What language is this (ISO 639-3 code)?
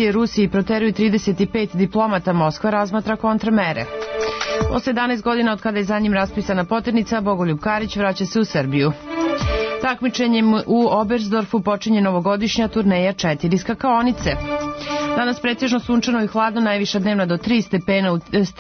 srp